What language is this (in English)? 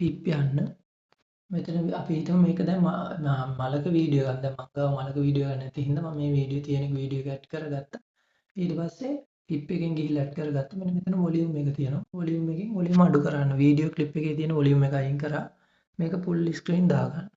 Sinhala